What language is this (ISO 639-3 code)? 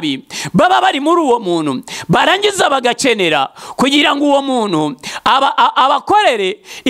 kin